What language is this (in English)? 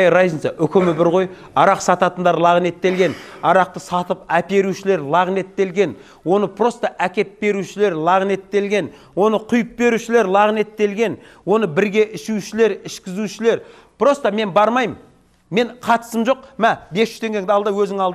Kazakh